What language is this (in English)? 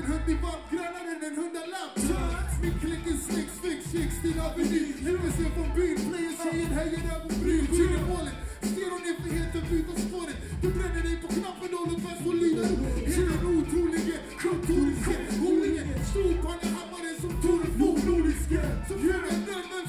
Swedish